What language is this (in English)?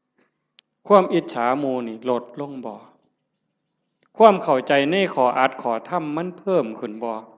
Northeastern Thai